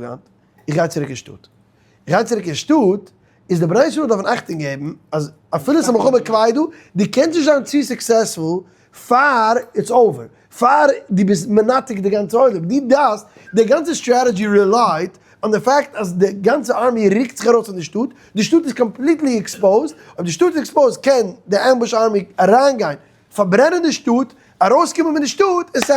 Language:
Yiddish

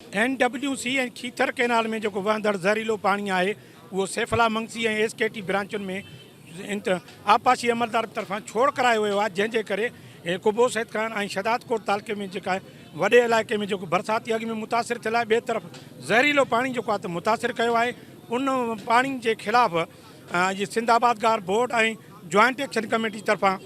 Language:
Sindhi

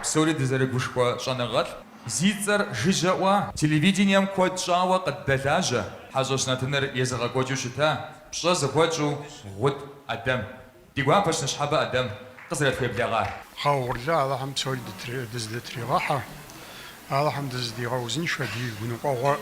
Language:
Kabardian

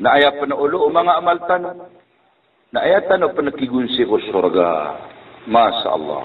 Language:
Maranao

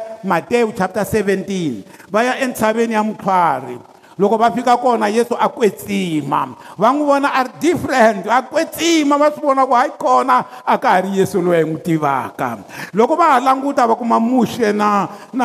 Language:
Tsonga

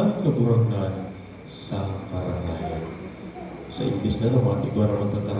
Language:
Bikol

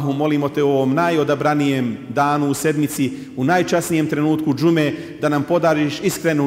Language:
Bosnian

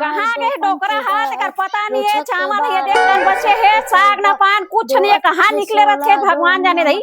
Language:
Chhattisgarhi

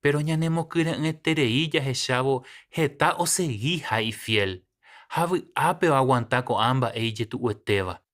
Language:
Guarani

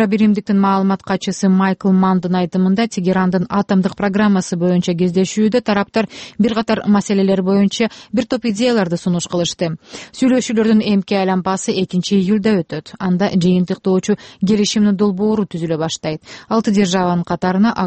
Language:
Kyrgyz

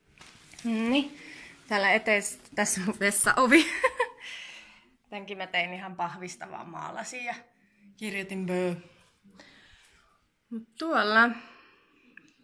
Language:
Finnish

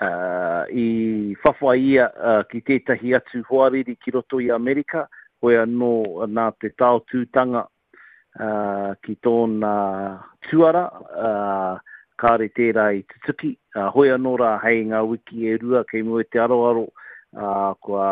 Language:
Māori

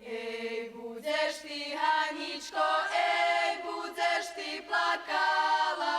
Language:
Rusyn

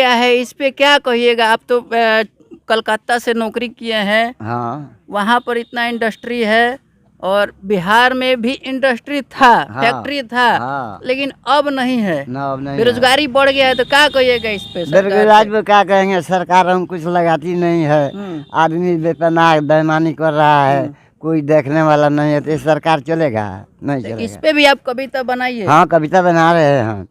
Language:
Bhojpuri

